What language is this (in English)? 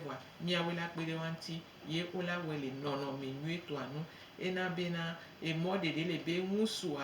Gen